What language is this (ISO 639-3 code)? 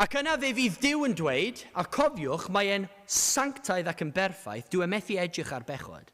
cym